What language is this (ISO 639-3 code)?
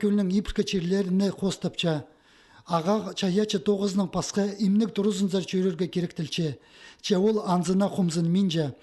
kjh